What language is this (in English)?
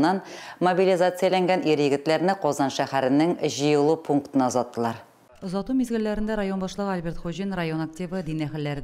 Tatar